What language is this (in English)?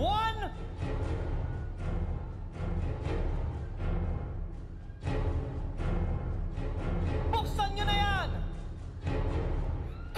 Filipino